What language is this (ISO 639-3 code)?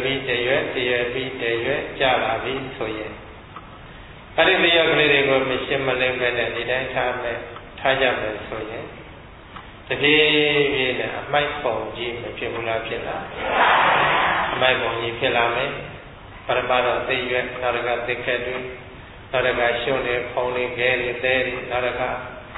mya